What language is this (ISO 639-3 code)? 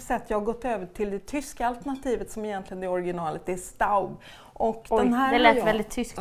swe